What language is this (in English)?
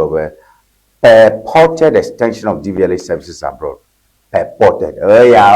Ewe